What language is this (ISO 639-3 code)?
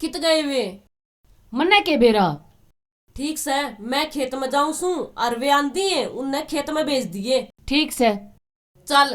bgc